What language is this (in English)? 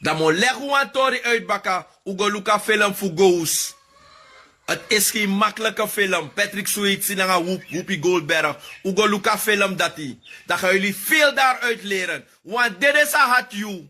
Sranan Tongo